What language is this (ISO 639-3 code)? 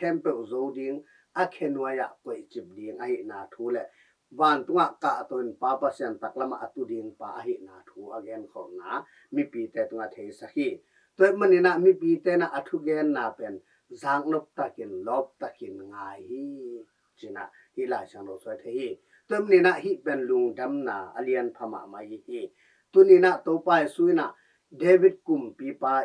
ctd